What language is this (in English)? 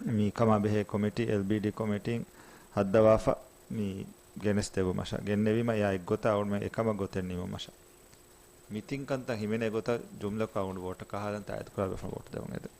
Divehi